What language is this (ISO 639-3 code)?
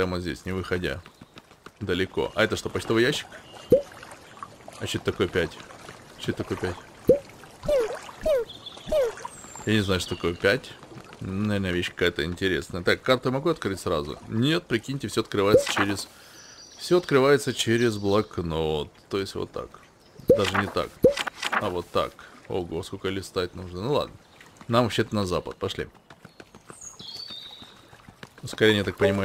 rus